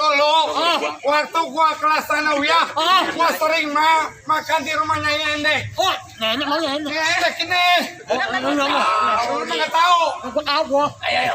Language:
Betawi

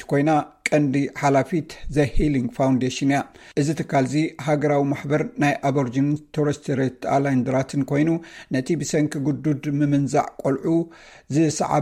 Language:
Tigrinya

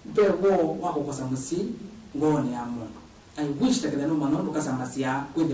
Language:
Kamba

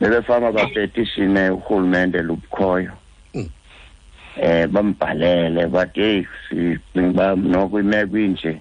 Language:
Xhosa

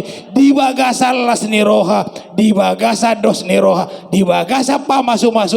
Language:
Batak Toba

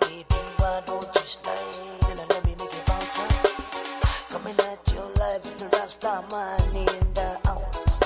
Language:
Pohnpeian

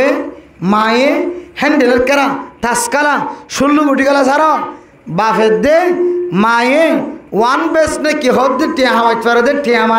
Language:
Rohingya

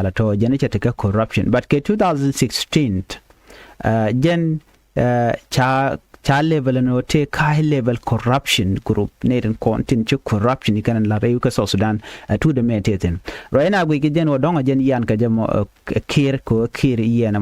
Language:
Nuer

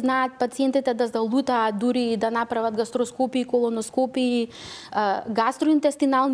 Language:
Macedonian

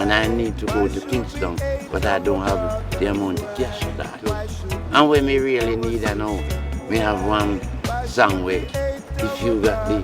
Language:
Jamaican Creole English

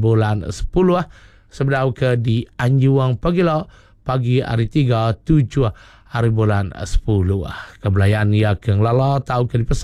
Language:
Iban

